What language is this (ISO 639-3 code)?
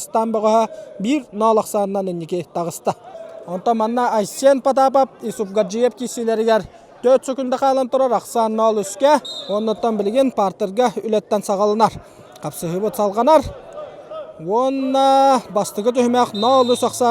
sah